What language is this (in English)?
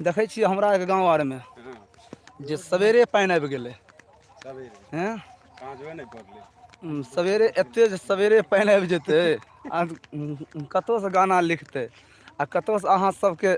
Maithili